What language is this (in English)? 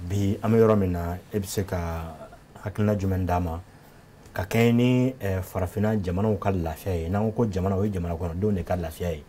Bambara